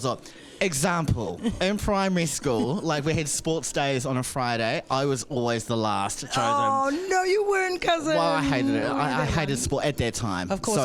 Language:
Māori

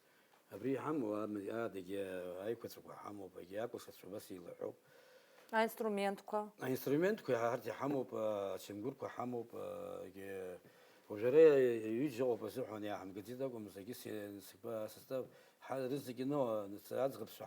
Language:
Abkhazian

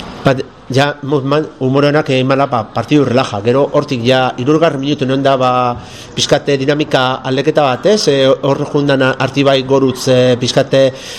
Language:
Basque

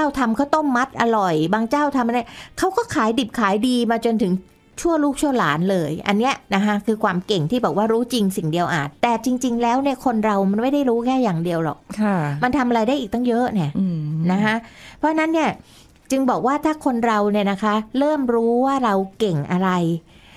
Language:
Thai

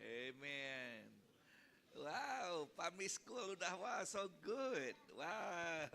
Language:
Iban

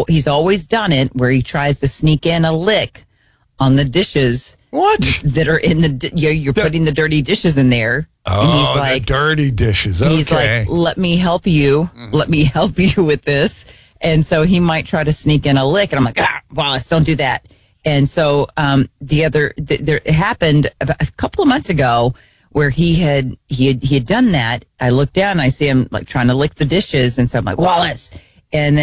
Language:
English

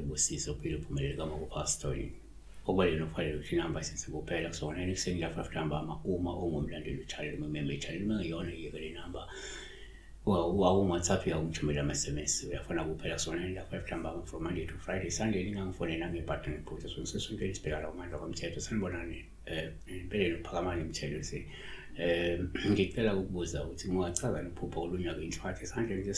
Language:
Zulu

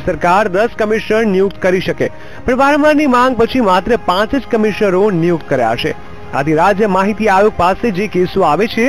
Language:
Gujarati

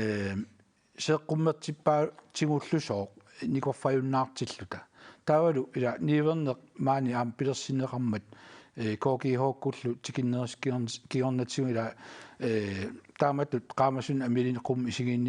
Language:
Kalaallisut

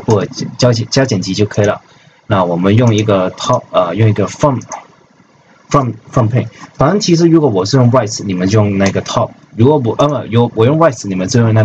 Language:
Chinese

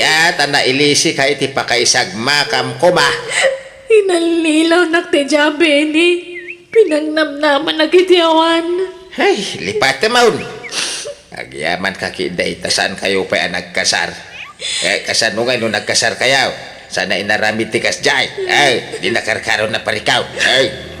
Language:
Iloko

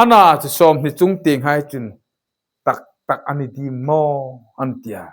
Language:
Hmar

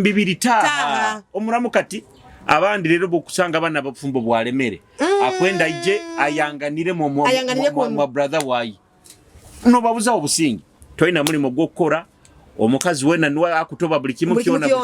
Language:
Nyoro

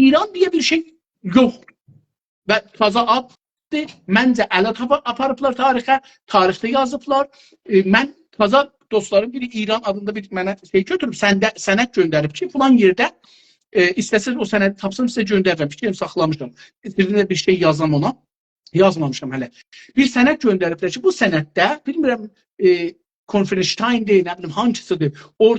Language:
South Azerbaijani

